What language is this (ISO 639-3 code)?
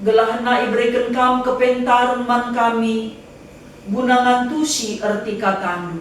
btx